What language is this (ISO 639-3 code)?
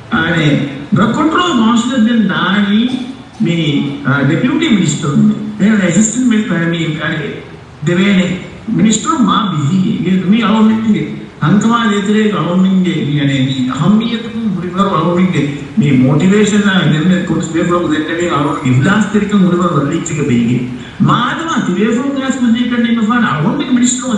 div